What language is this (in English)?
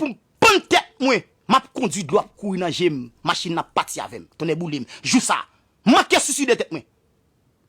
Haitian Creole